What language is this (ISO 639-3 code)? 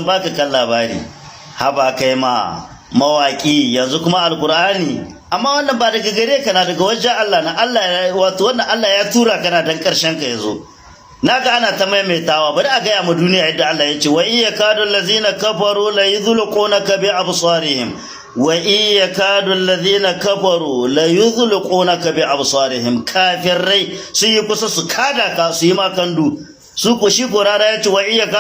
hau